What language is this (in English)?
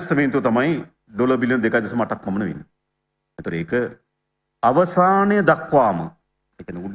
Sinhala